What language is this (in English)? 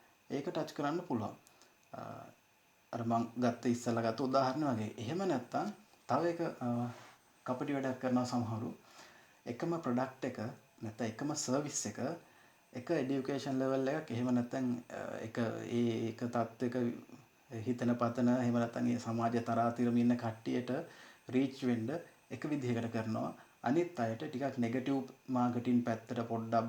Sinhala